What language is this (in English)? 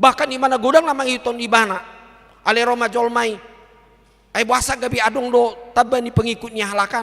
Batak Toba